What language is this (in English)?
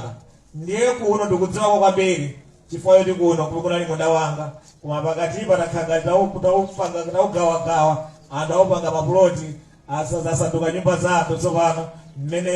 Nyanja